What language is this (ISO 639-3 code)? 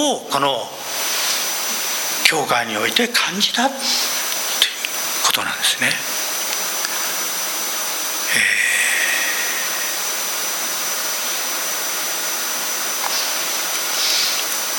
jpn